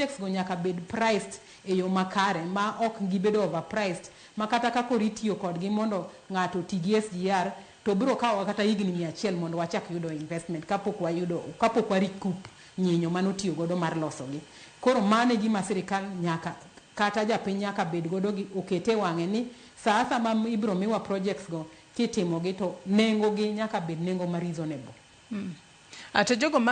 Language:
Luo (Kenya and Tanzania)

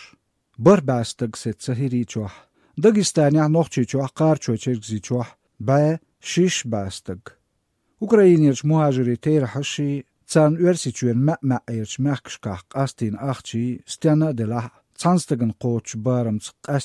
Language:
Azerbaijani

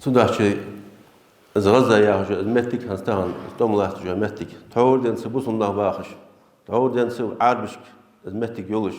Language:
Ingush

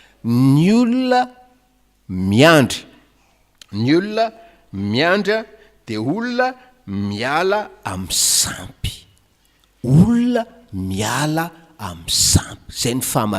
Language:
Malagasy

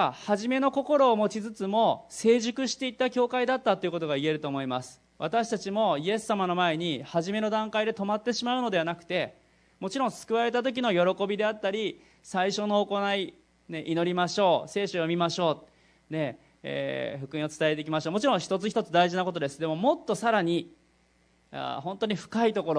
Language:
Japanese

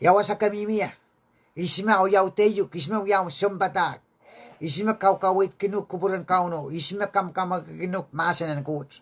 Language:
Pohnpeian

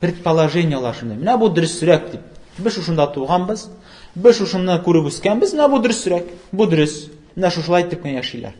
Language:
Tatar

